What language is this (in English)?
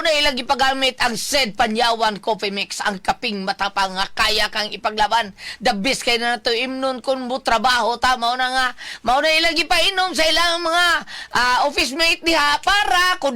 Cebuano